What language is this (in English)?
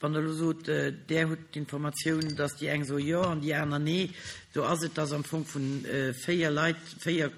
Luxembourgish